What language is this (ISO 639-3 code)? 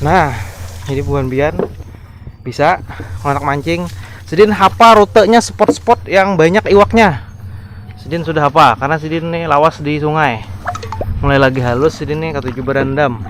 bjn